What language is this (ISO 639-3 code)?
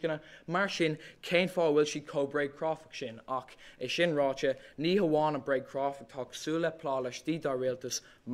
gle